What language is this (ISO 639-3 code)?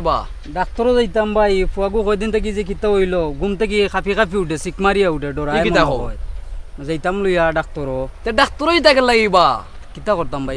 syl